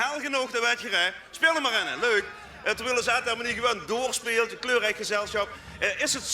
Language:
Limburgish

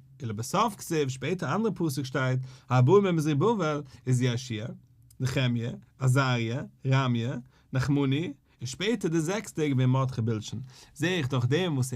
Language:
Yiddish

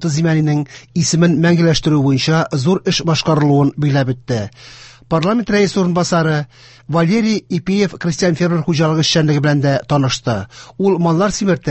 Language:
Tatar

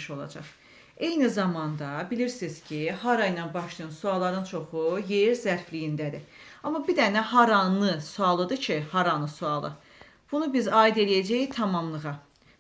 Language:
Azerbaijani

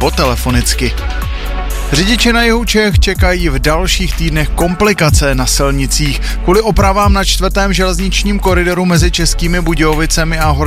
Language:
Czech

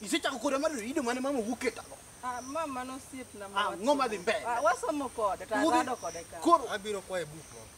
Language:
Luo (Kenya and Tanzania)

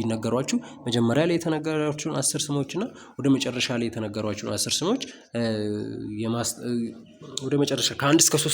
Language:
Amharic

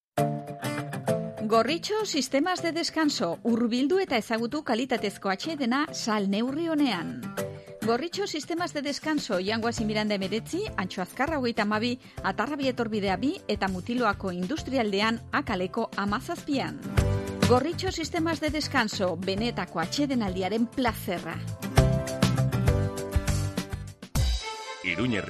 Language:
Basque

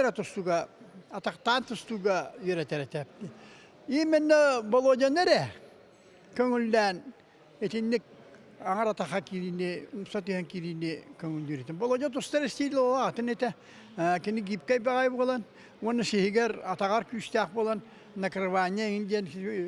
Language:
Yakut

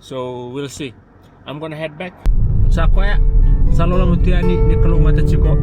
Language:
Fijian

